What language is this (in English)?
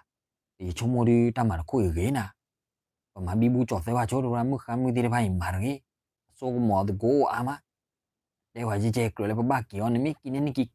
S'gaw Karen